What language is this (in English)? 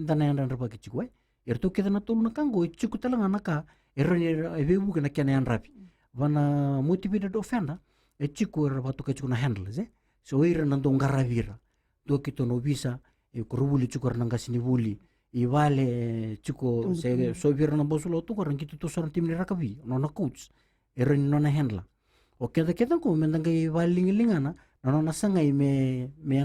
Fijian